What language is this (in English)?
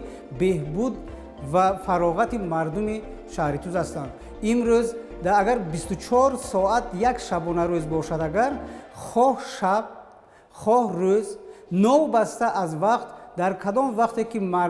Tajik